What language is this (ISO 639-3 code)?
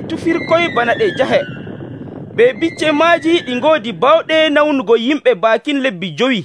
fuv